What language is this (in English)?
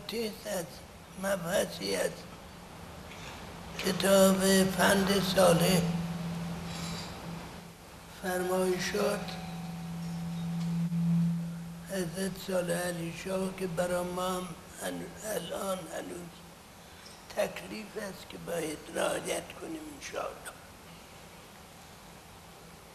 Persian